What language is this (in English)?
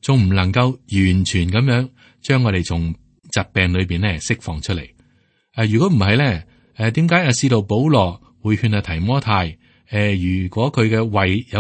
Cantonese